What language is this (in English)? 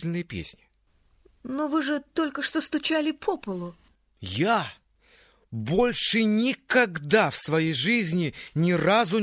Russian